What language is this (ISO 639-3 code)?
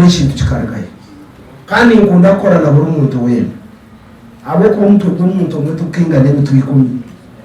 nyn